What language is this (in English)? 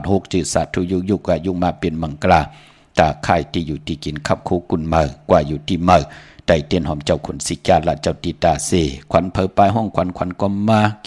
Shan